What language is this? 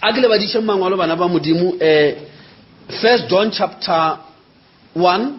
Northern Sotho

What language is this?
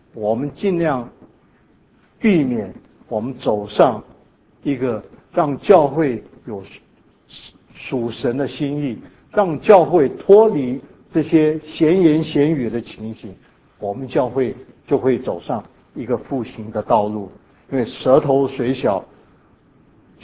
Chinese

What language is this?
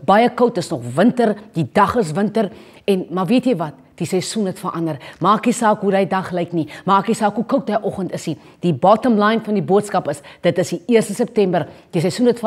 Afrikaans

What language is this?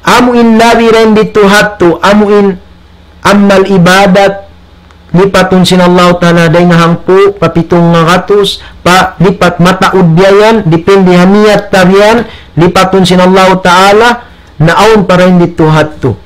Tausug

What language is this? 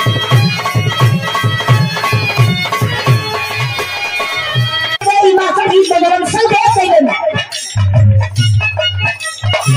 Bhojpuri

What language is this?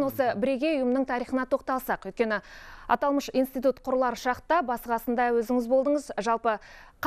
Kazakh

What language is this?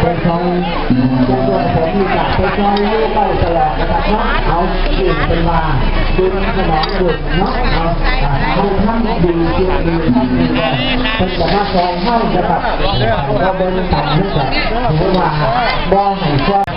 Northeastern Thai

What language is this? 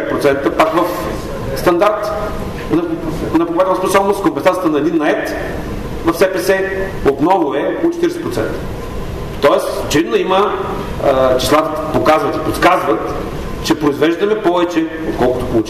Bulgarian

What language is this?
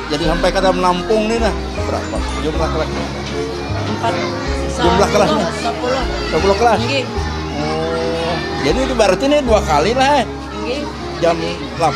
Banjar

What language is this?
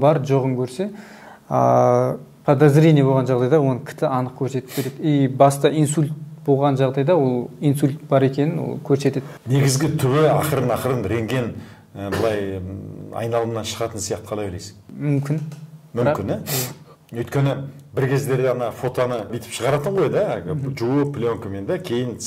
Kazakh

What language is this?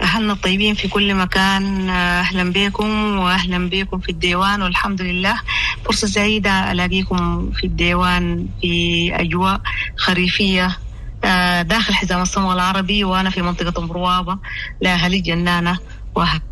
Sudanese Arabic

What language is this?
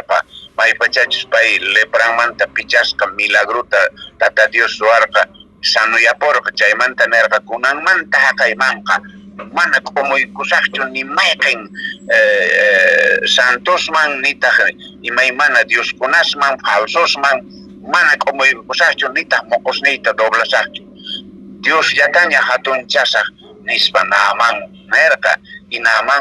Quechua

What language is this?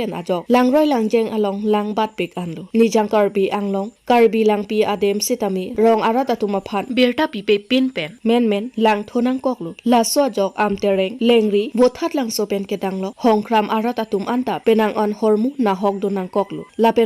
Karbi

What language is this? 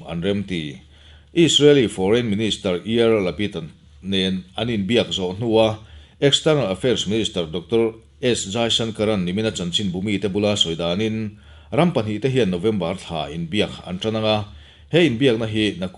Mizo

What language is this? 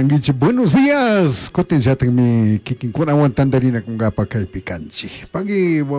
Chimborazo Highland Quichua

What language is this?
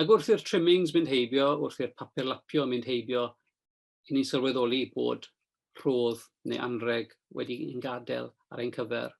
Welsh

